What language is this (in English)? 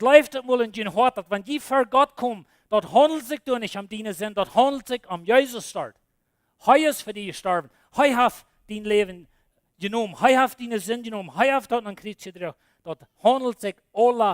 Plautdietsch